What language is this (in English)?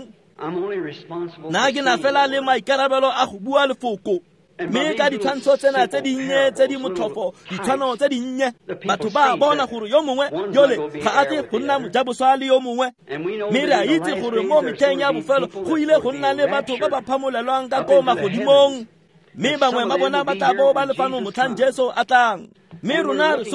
Tswana